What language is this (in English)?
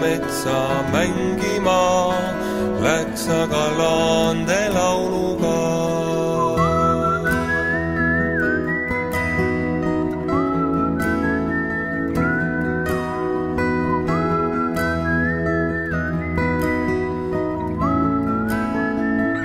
Estonian